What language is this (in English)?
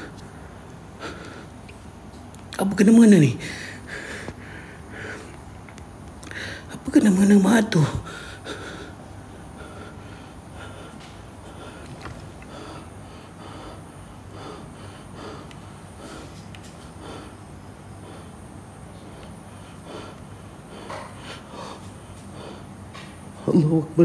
Malay